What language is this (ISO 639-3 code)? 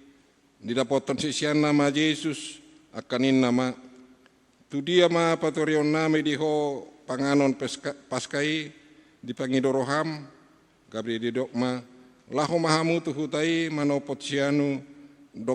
bbc